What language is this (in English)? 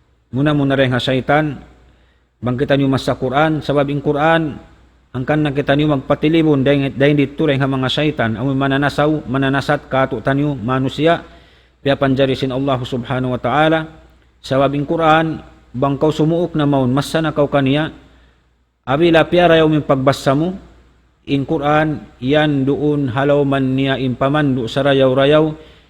Tausug